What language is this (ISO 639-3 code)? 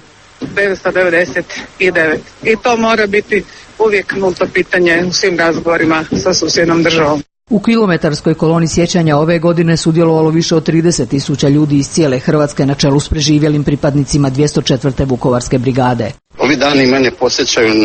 hrv